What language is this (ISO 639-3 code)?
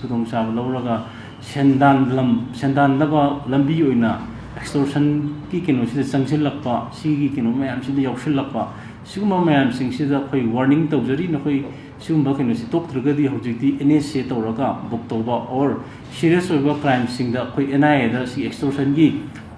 mni